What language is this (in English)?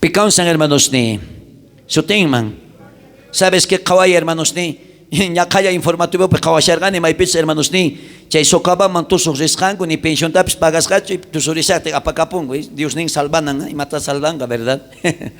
South Bolivian Quechua